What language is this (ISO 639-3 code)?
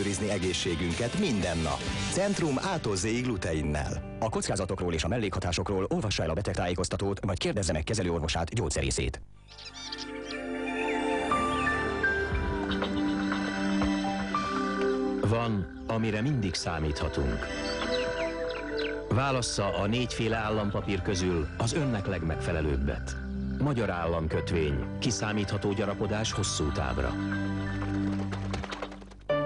hun